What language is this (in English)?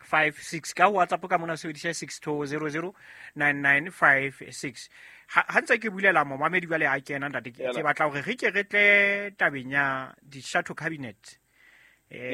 Southern Sotho